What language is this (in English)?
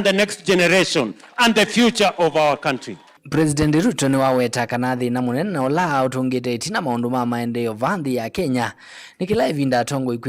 Kamba